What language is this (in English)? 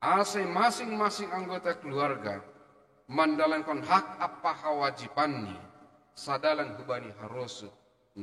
Batak Simalungun